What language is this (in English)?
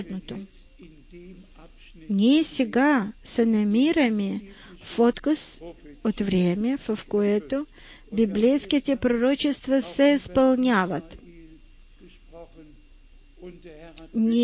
Bulgarian